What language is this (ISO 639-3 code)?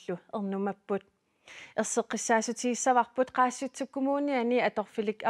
kal